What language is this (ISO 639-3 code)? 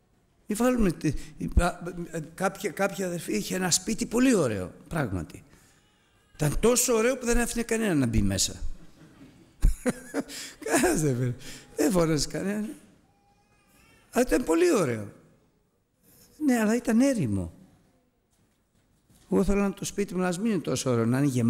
ell